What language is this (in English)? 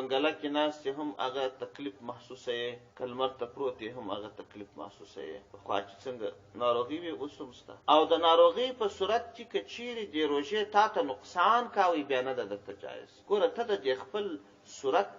Pashto